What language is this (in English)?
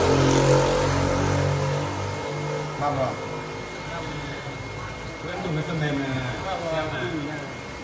Vietnamese